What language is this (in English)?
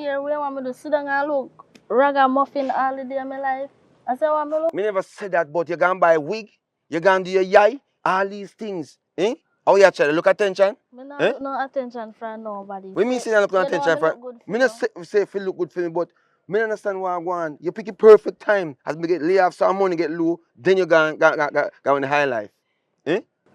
Jamaican Creole English